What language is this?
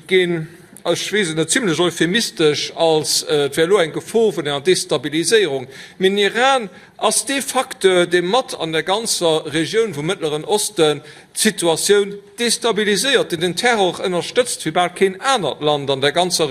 Luxembourgish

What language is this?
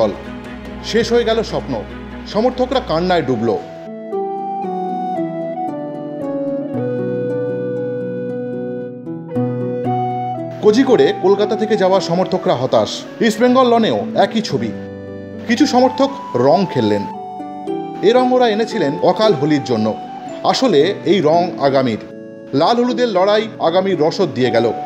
Bangla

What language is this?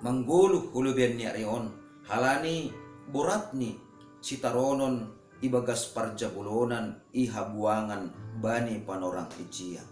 Batak Simalungun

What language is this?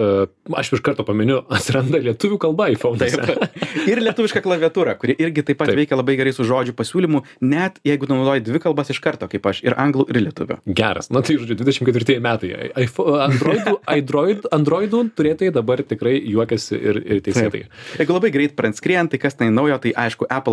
Lithuanian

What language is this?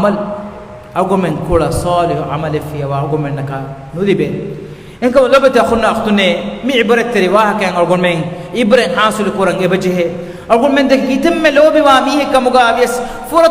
Divehi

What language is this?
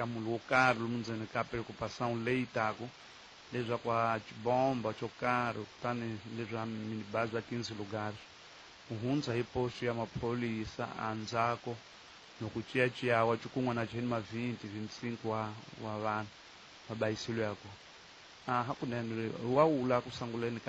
Tsonga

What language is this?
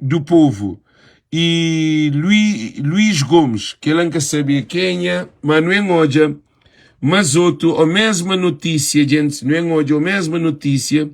Kabuverdianu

